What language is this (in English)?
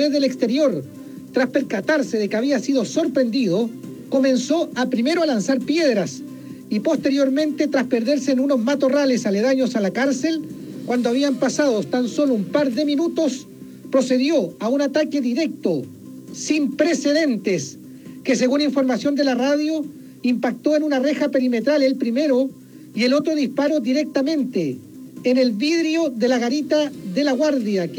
Spanish